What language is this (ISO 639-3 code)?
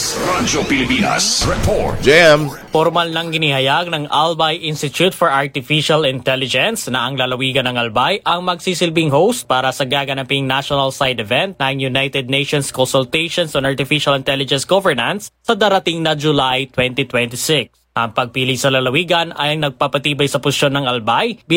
fil